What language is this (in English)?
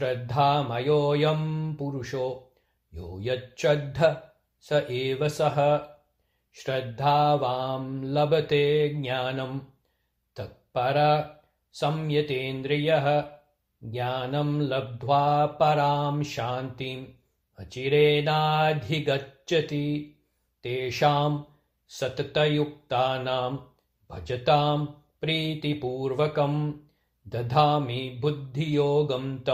Sanskrit